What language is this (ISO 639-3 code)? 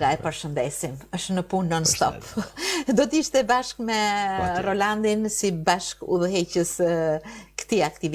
sqi